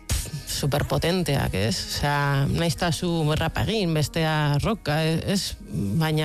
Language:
Basque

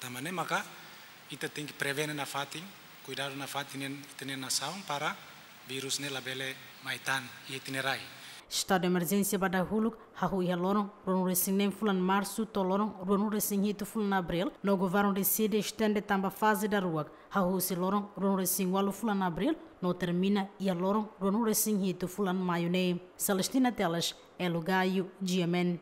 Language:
Tetum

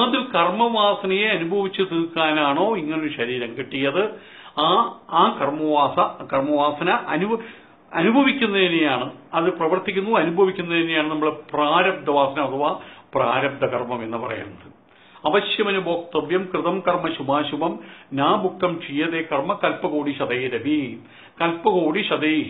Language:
Malayalam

